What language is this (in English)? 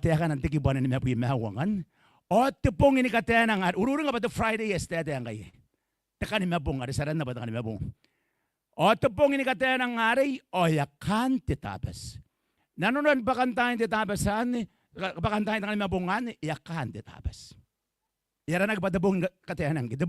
Gilbertese